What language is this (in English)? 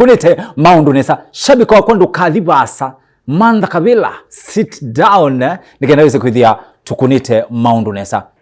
Kamba